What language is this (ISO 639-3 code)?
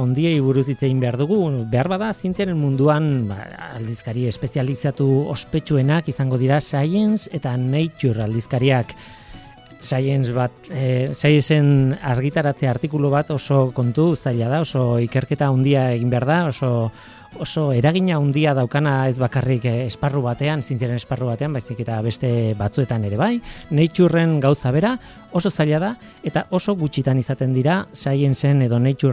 eus